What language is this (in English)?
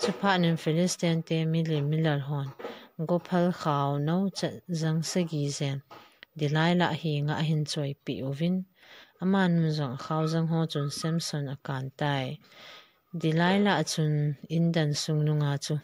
Thado Chin